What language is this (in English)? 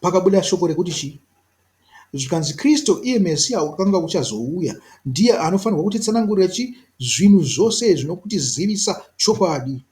Shona